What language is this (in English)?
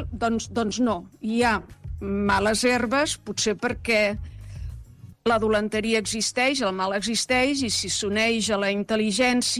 Catalan